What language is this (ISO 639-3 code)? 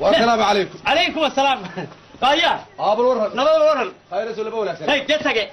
som